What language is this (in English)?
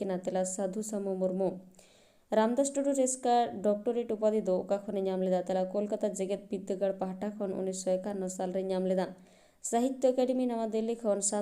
Santali